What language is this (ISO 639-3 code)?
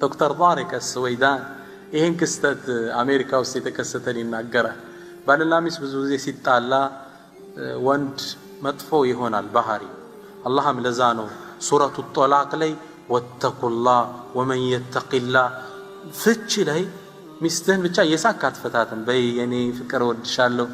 amh